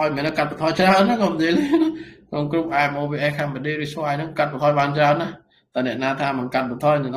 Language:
Khmer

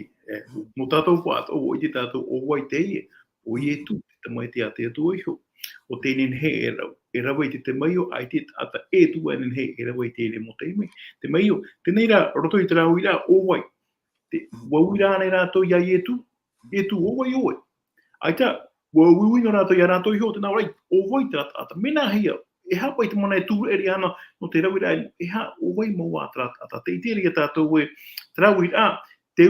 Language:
Tahitian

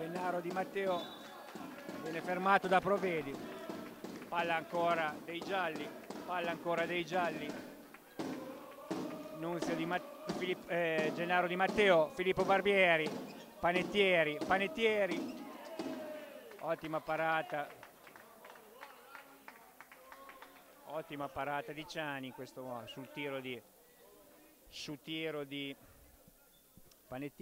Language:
Italian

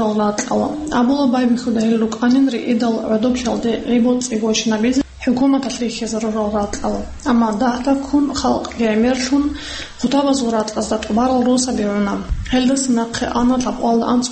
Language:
Avaric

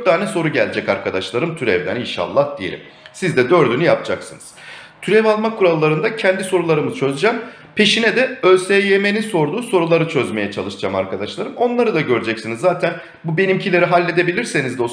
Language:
Turkish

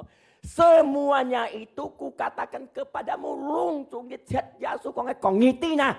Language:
Hakka Chinese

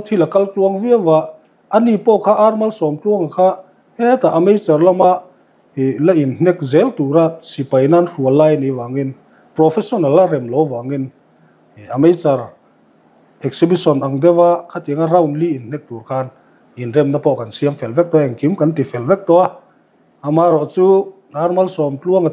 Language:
Mizo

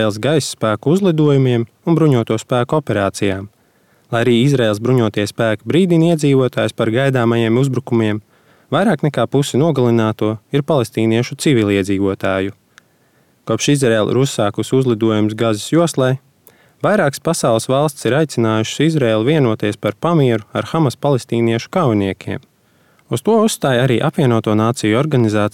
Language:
Latvian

